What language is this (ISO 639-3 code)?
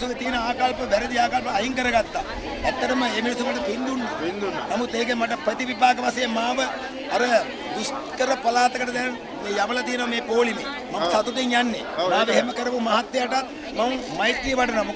sin